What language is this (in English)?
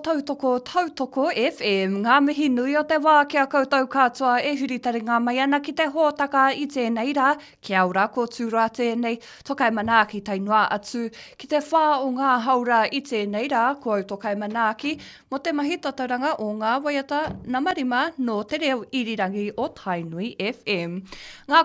Māori